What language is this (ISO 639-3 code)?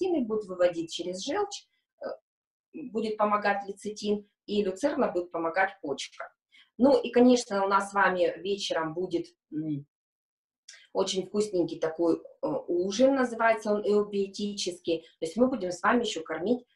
rus